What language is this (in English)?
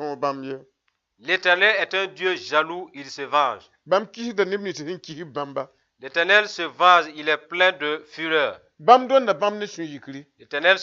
Mossi